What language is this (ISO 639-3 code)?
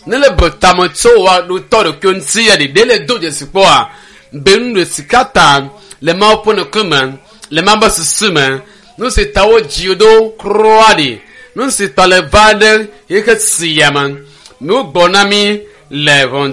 ewe